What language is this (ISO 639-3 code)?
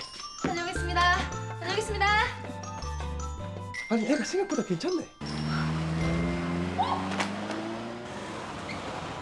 kor